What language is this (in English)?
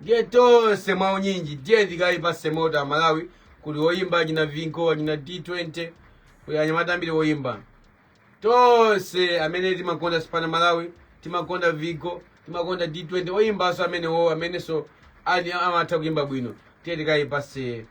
Nyanja